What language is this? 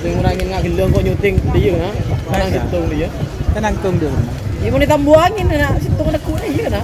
Madurese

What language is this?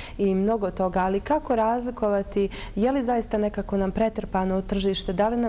Bosnian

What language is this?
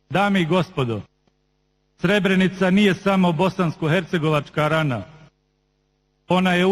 Bosnian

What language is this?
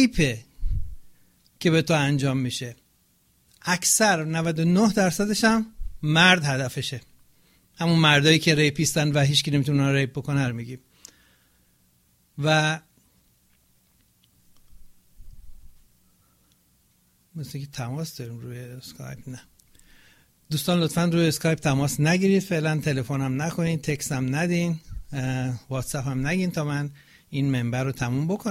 Persian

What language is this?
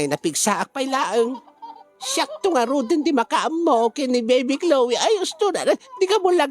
Iloko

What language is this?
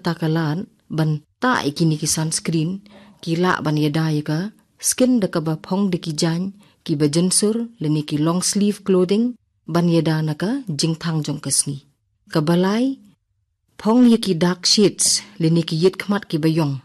Khasi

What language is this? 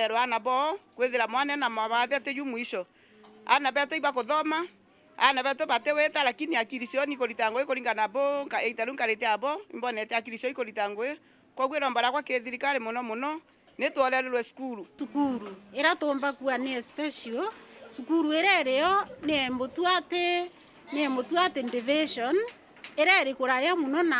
Meru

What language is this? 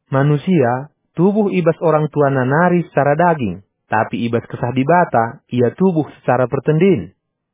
Batak Karo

